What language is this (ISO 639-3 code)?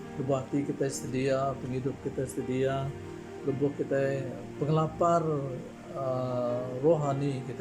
iba